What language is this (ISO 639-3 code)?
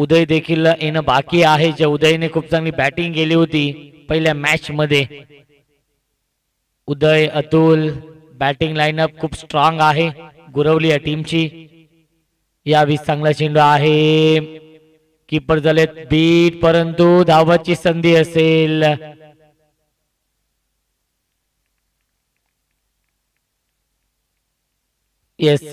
mar